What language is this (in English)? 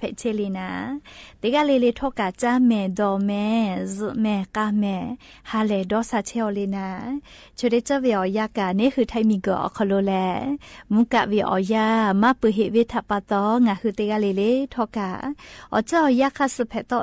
Lahu